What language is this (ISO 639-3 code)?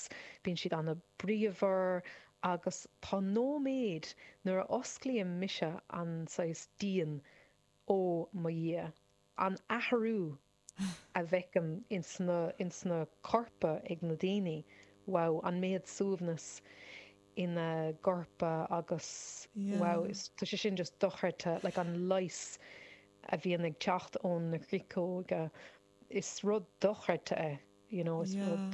gle